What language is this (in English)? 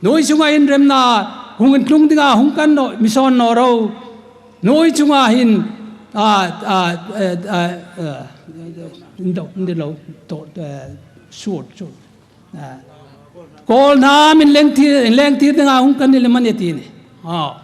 Hmar